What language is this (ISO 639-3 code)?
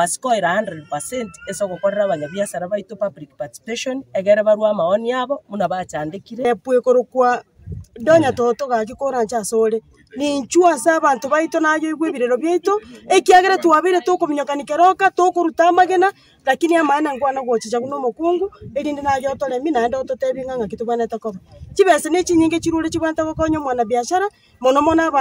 guz